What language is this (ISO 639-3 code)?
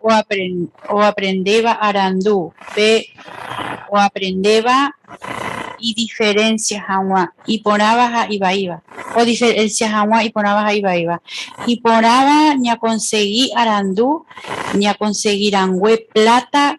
grn